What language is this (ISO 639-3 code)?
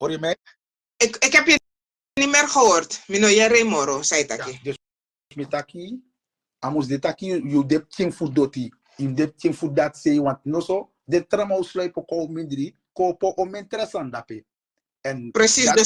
srn